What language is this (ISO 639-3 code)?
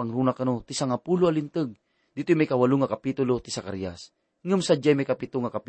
ilo